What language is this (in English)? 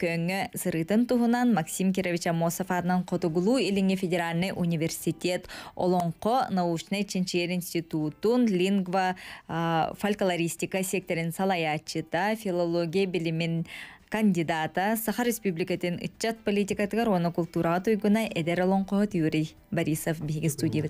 Yakut